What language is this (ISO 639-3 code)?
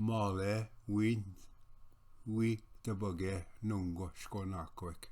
oji